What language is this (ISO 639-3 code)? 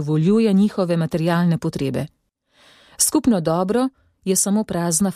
slv